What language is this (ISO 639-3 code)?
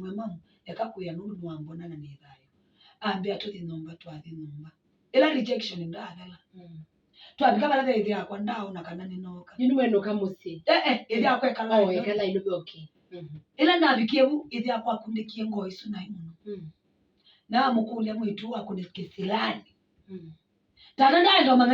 kam